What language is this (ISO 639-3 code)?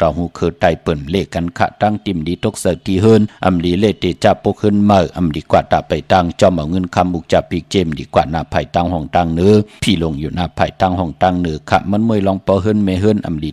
shn